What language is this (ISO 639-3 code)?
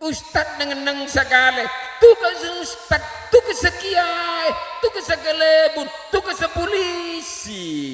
mad